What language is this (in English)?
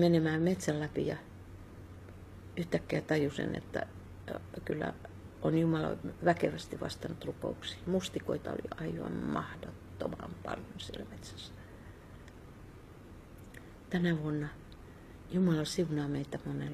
Finnish